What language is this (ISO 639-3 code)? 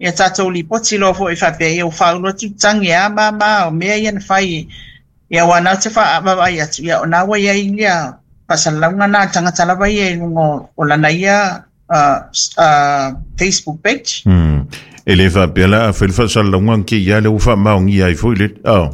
smo